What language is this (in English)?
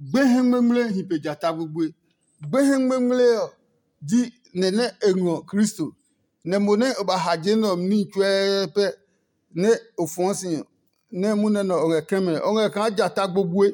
Adangme